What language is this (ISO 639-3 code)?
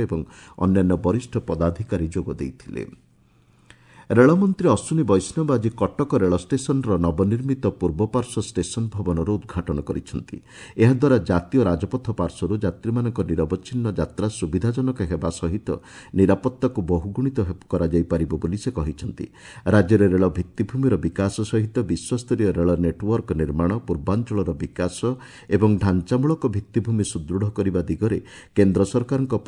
ori